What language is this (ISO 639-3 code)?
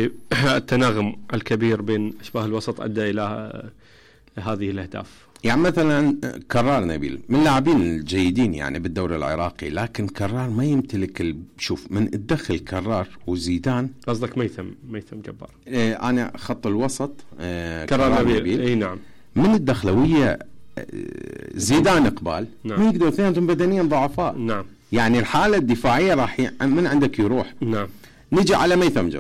acm